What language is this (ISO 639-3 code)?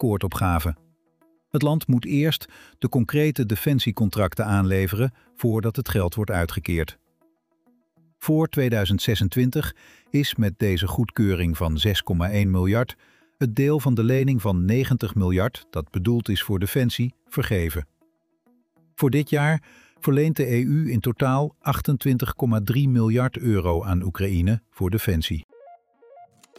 nld